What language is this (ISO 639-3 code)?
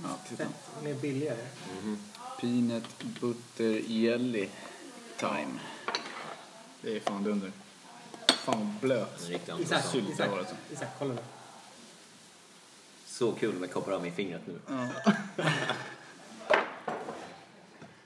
swe